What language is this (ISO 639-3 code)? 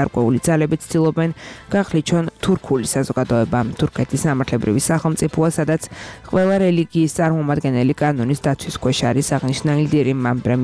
kat